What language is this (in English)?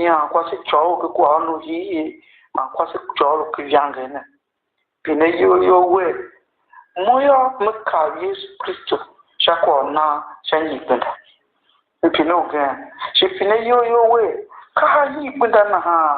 Tiv